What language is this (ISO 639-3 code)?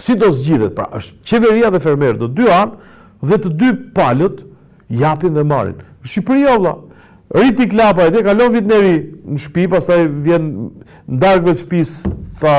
sqi